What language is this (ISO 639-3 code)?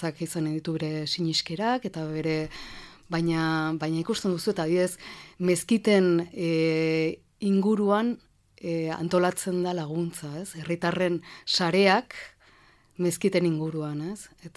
eus